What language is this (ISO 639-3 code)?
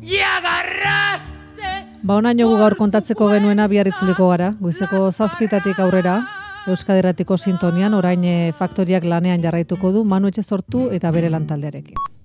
eus